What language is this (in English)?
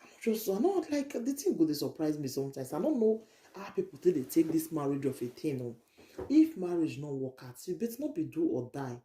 Nigerian Pidgin